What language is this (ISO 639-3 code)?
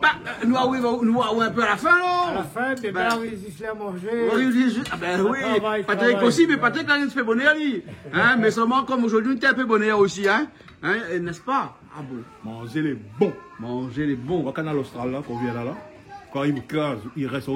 rcf